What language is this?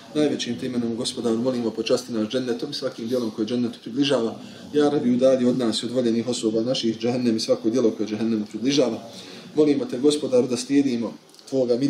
Bosnian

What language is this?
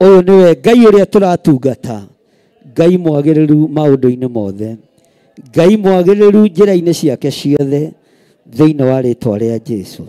Kikuyu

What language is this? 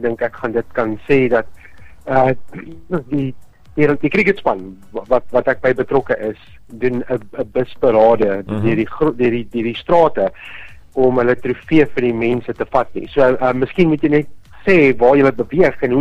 Afrikaans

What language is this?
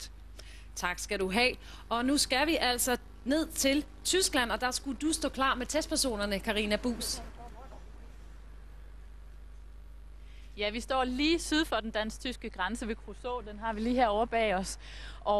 Danish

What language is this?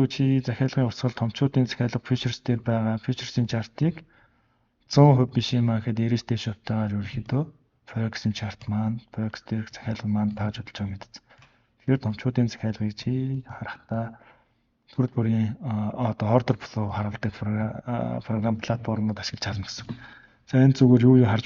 Mongolian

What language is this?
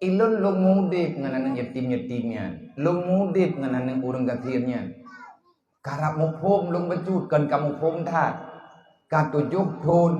Achinese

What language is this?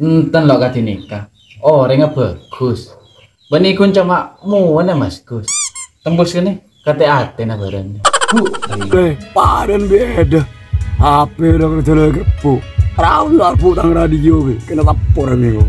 Madurese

